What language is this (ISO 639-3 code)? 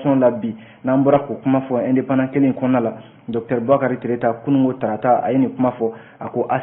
bam